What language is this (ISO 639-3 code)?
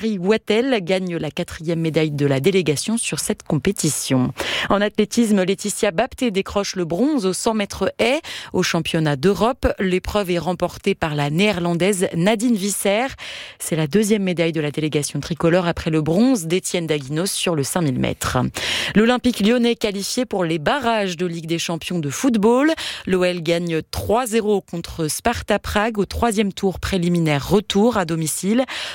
fra